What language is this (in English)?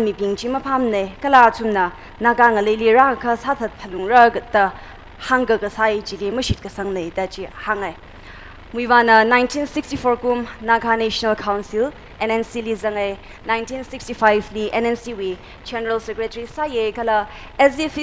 Tangkhul Naga (India)